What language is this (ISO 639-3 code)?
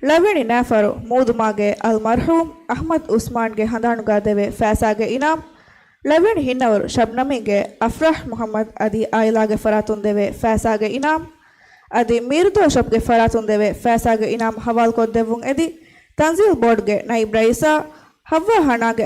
div